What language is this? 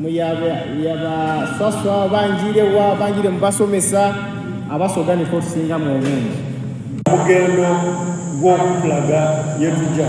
Soga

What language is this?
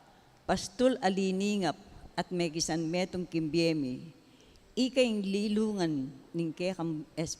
Pampanga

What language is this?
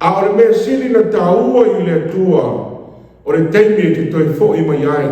Samoan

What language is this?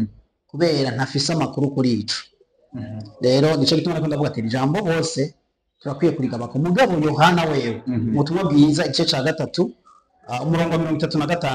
Rundi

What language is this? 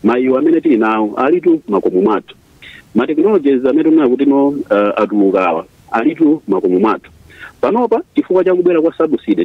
Nyanja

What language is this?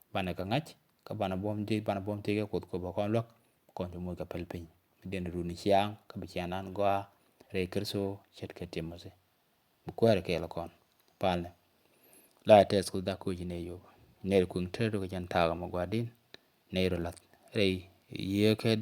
Nuer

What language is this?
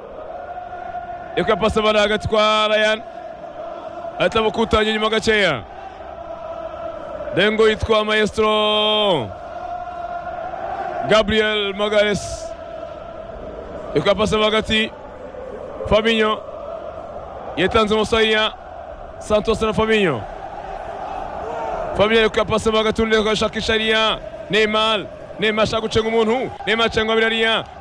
Kinyarwanda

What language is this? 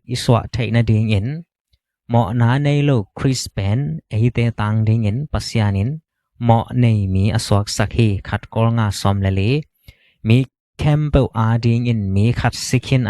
Tedim Chin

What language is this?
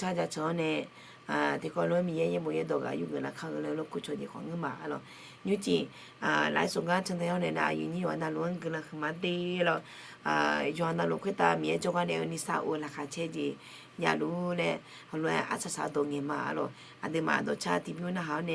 Akha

